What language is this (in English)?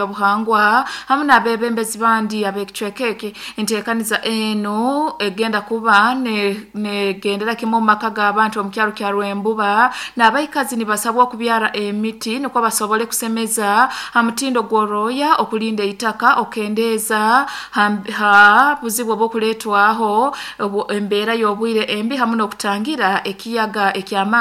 Nyankole